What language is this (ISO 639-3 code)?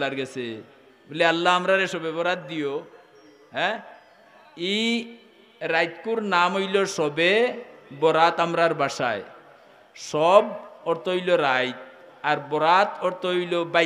syl